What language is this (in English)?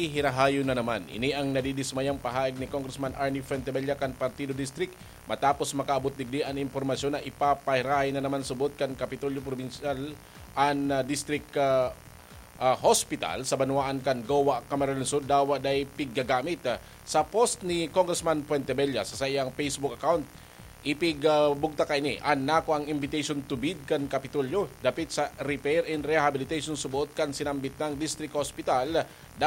Bikol